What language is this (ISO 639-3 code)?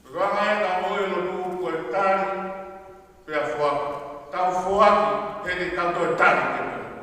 ton